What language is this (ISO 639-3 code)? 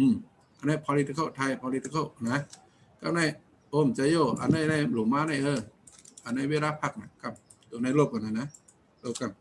shn